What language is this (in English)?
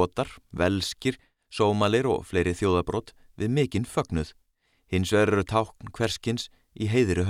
Icelandic